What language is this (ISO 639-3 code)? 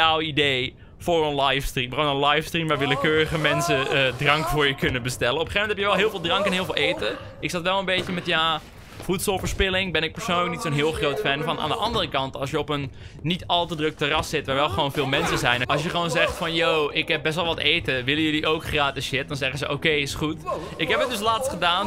nld